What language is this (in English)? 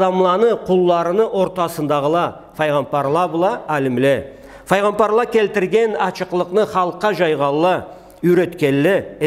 Karachay-Balkar